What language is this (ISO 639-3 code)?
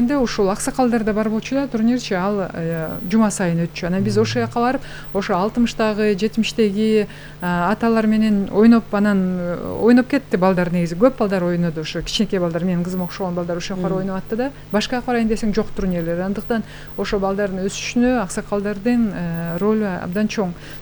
kir